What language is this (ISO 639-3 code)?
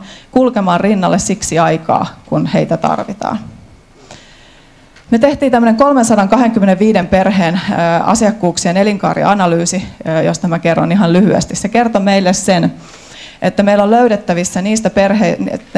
fin